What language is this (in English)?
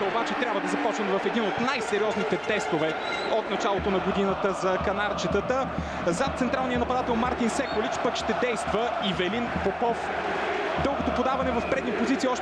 Bulgarian